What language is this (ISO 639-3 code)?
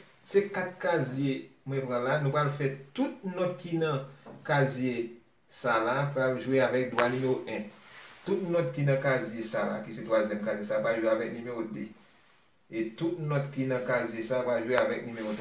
hat